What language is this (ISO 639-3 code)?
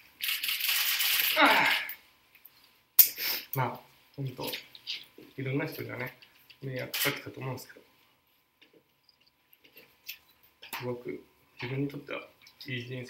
jpn